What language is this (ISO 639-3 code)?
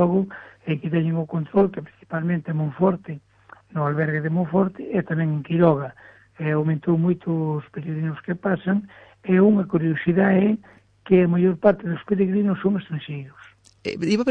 glg